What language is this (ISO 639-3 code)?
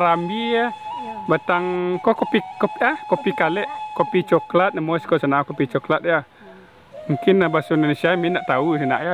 min